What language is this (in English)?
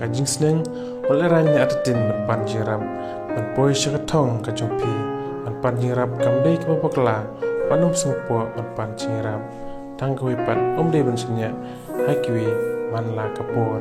Khasi